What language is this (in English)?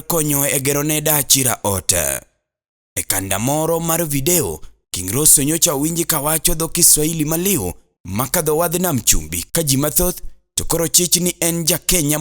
Luo (Kenya and Tanzania)